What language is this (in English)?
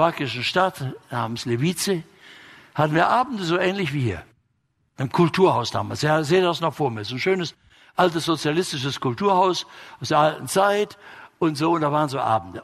German